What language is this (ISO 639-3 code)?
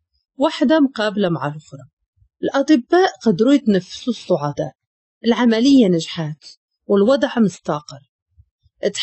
ary